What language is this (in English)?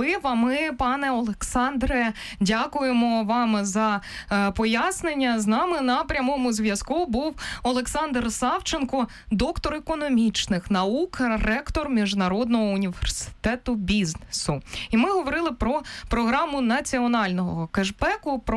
Ukrainian